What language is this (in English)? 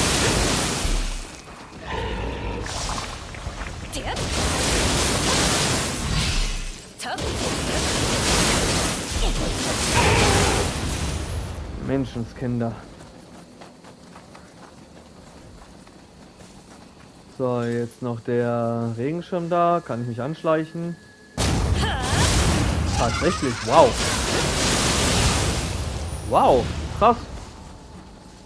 German